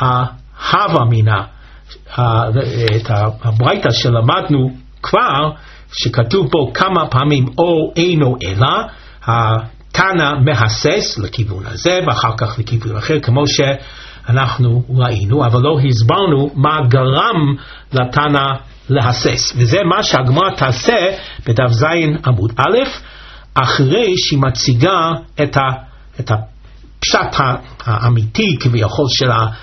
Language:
Hebrew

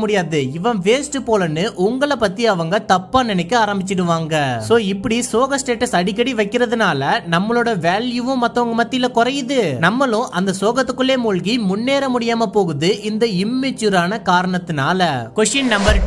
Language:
Tamil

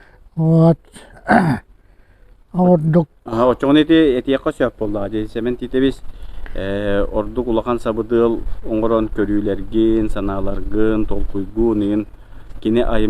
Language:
Yakut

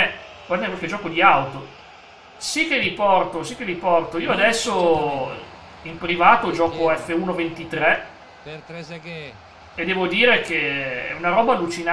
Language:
Italian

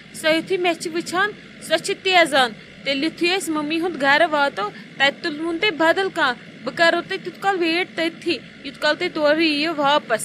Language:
Kashmiri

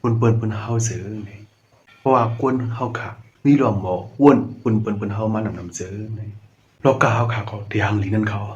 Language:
Shan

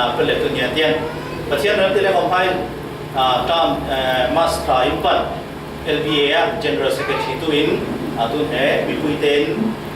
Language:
Falam Chin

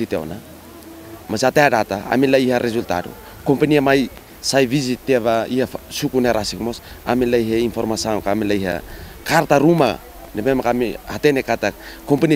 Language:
Tetum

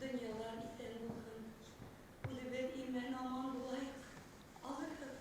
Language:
Bashkir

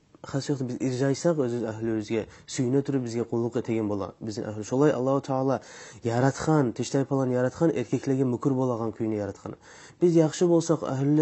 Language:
Kumyk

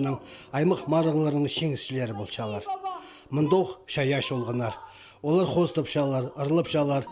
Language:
Khakas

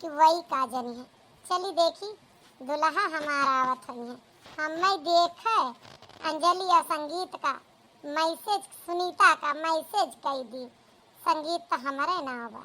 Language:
Awadhi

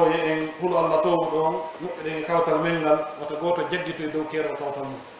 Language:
Pular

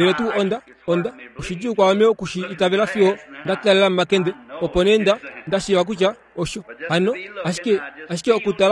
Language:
Kuanyama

